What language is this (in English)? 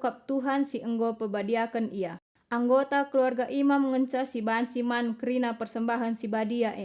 Batak Karo